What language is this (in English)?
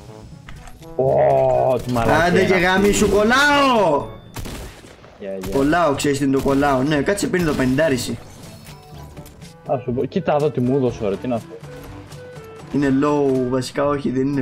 Greek